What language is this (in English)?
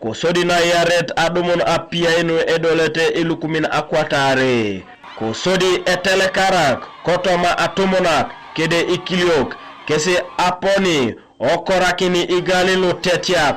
Teso